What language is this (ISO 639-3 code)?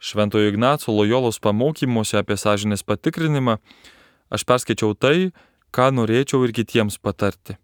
lit